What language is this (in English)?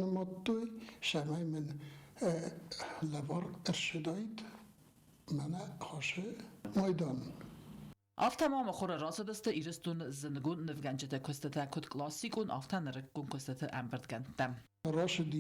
Ossetic